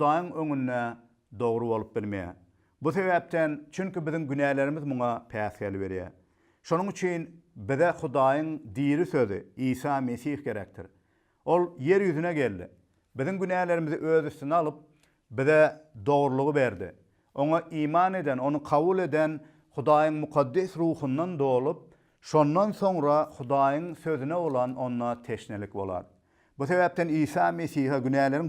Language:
Turkmen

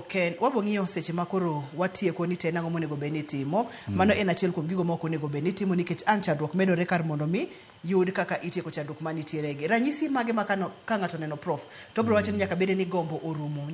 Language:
Luo (Kenya and Tanzania)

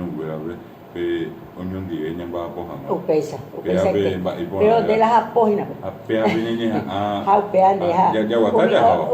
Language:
Guarani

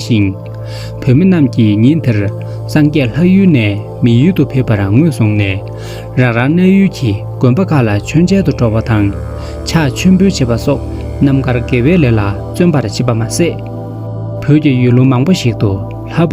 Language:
Tibetan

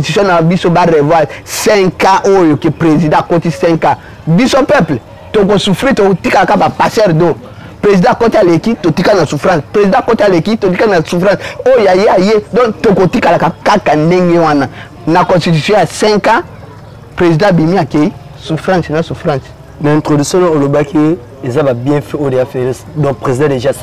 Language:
Lingala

